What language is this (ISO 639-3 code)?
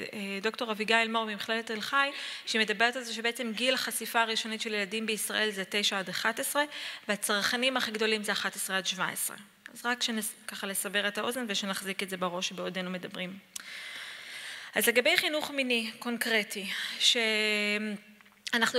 heb